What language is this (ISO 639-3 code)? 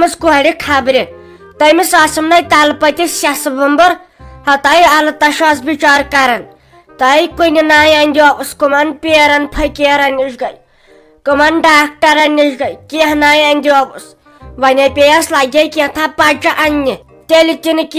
kas